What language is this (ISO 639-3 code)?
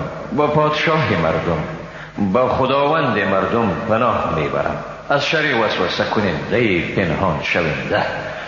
fas